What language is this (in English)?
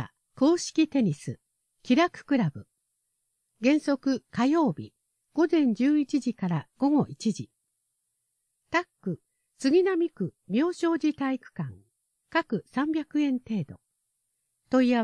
Japanese